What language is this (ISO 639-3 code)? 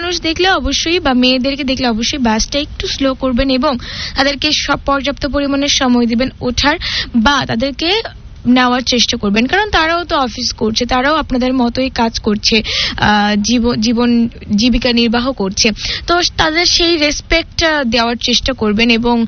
ben